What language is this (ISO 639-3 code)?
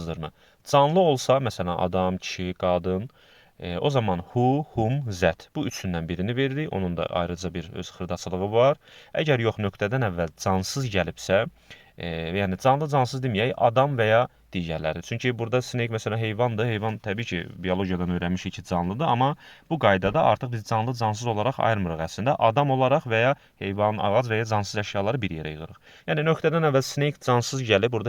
aze